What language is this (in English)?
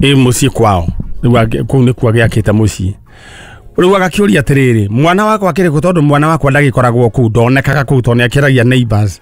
Kikuyu